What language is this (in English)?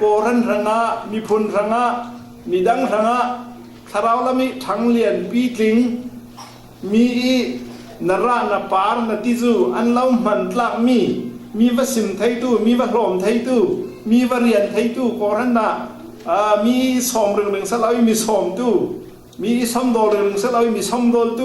Falam Chin